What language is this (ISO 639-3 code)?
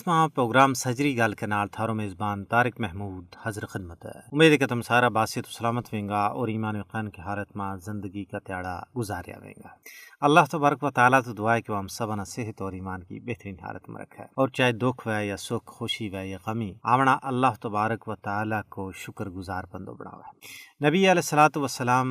gju